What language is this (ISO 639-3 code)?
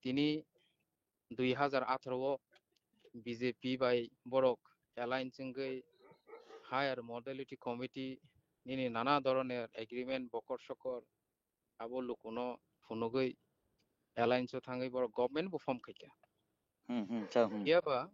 trp